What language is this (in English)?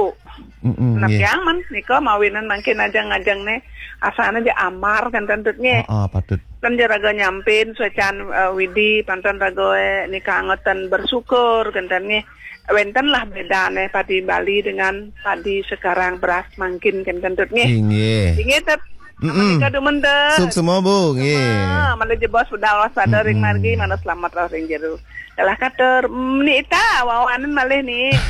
Balinese